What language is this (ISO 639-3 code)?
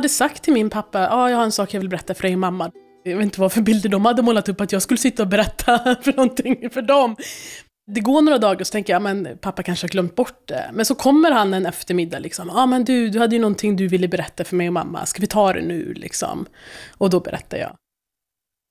swe